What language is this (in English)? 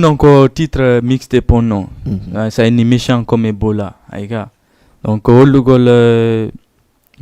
Fula